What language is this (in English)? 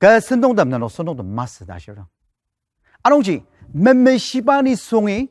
Ao Naga